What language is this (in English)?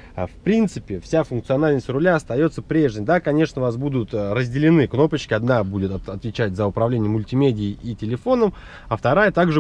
Russian